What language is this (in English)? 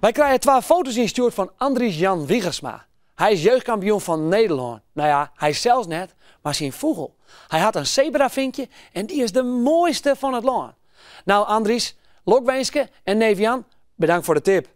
Western Frisian